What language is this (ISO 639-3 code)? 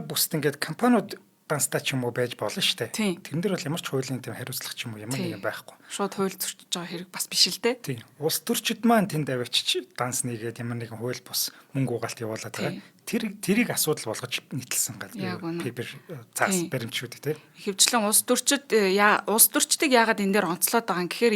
mon